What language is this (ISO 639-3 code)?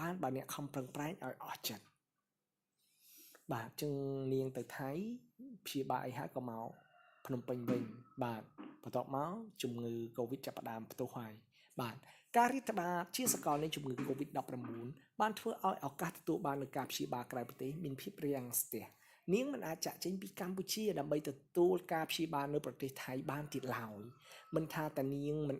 khm